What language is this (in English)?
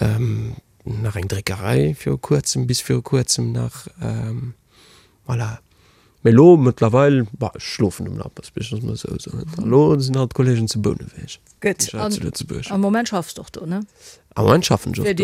Luxembourgish